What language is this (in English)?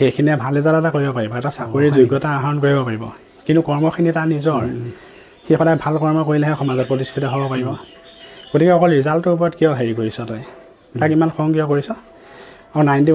Assamese